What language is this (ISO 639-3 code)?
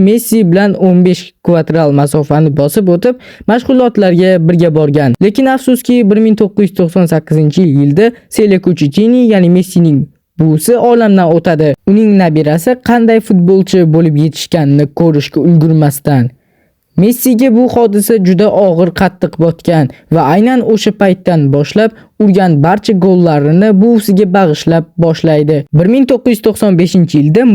uzb